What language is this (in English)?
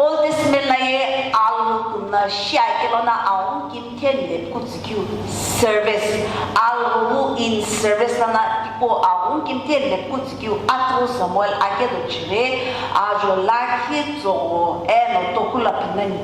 Sumi Naga